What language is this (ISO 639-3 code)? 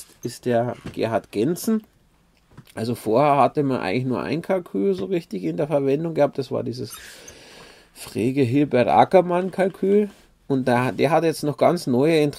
deu